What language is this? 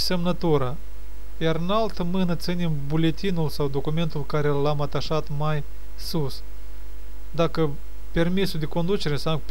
Romanian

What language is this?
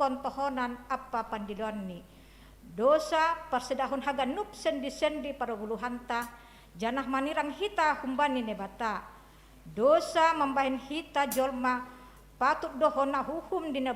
Batak Simalungun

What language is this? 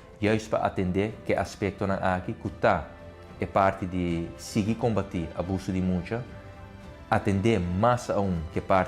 Papiamento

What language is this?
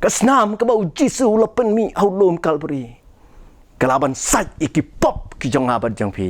Khasi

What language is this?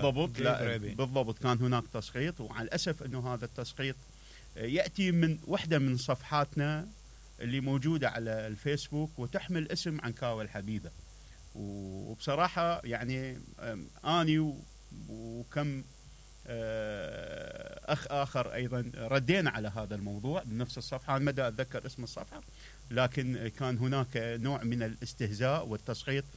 Mesopotamian Arabic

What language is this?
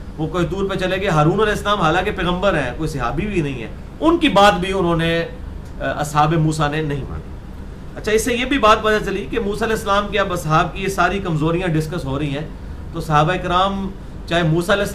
Urdu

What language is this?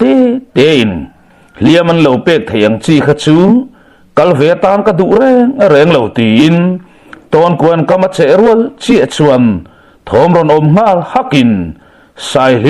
Mizo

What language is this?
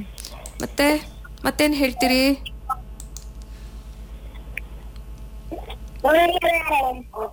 Kannada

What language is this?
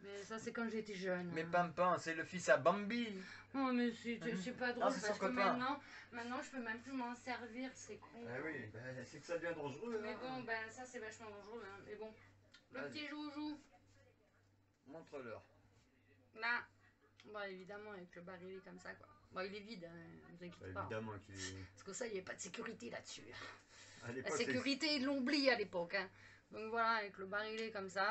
French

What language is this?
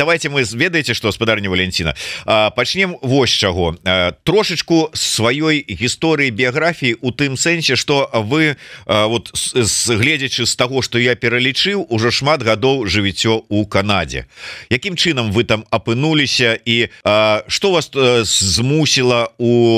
Belarusian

